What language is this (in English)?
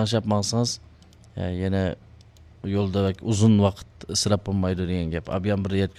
Uyghur